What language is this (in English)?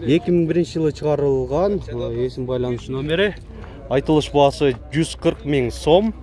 Kyrgyz